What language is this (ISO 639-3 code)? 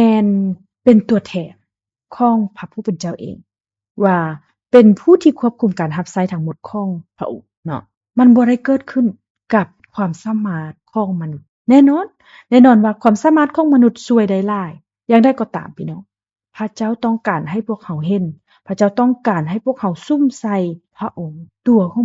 lao